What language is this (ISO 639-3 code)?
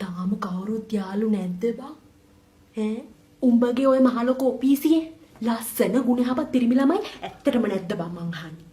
sin